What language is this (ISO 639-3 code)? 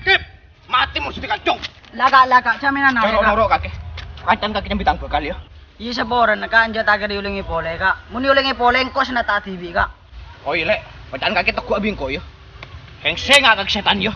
mad